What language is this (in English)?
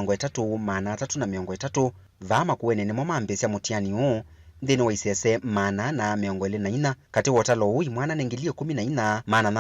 Kamba